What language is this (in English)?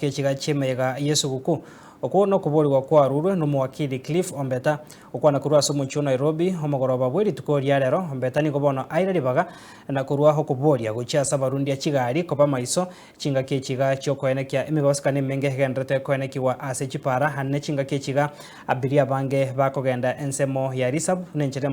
Gusii